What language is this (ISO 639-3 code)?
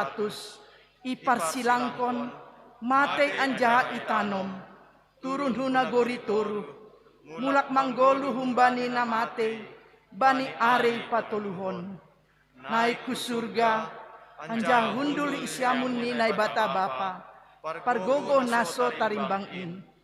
bts